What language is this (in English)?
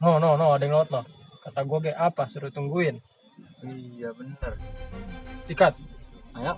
Betawi